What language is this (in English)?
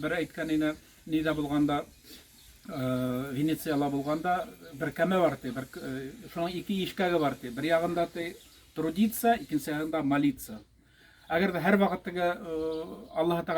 Bashkir